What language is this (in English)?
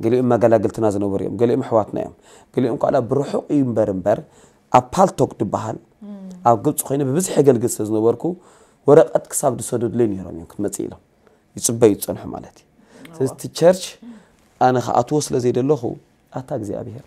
Tigrinya